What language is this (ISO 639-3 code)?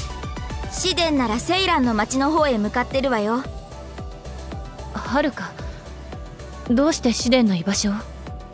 jpn